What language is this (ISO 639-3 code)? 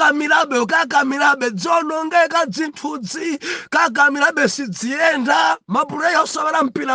nya